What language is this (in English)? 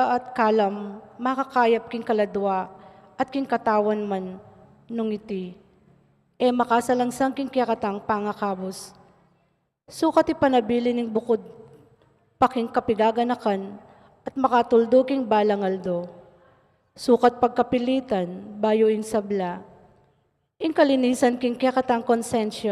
Pampanga